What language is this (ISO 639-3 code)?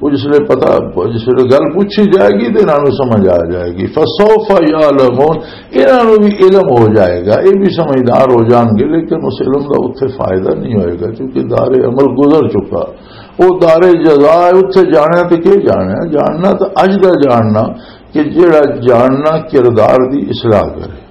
lah